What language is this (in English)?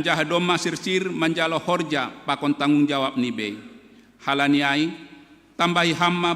Batak Simalungun